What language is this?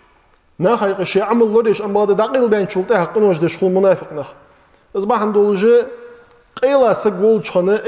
Ingush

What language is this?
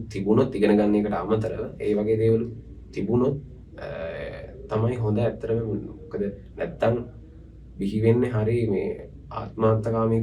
Sinhala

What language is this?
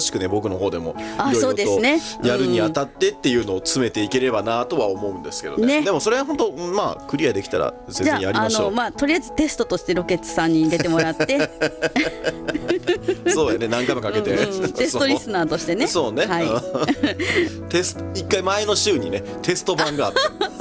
Japanese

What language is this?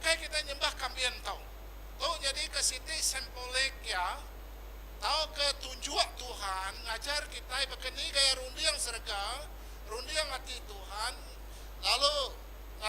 Iban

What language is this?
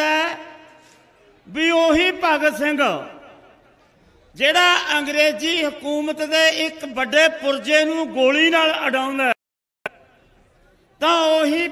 Punjabi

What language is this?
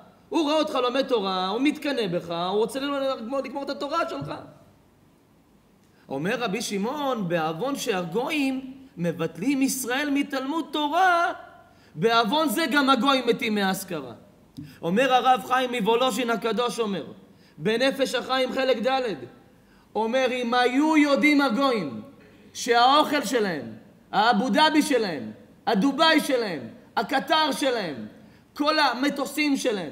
Hebrew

